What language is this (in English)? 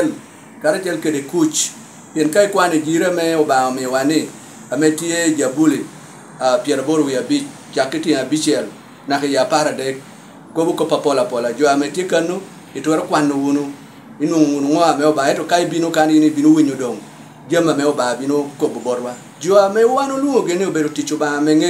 Lango (Uganda)